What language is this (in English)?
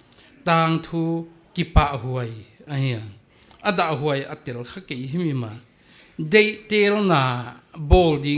Paite Chin